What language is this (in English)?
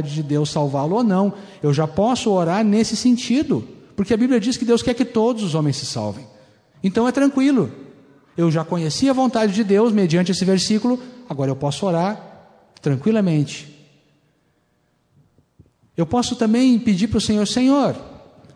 Portuguese